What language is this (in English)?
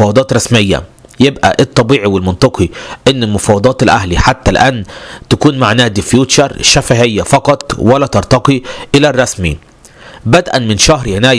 Egyptian Arabic